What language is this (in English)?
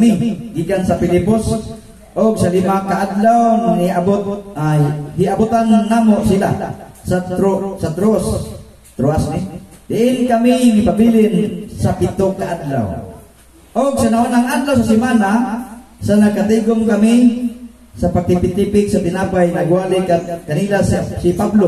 Cebuano